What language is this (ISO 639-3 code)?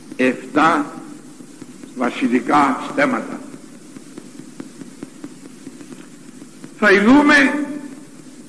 ell